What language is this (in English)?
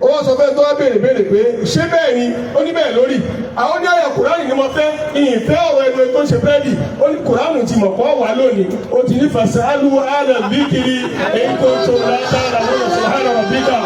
Yoruba